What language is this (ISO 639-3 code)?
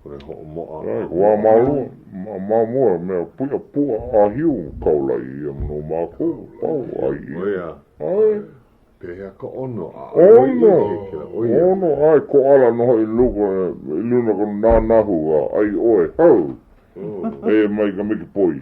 haw